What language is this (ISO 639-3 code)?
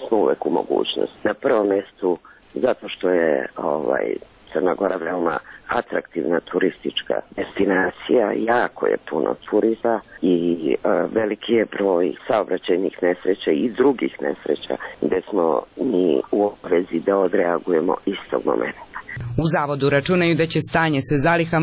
srp